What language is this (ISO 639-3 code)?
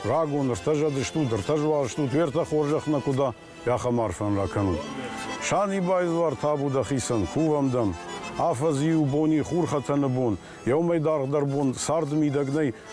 oss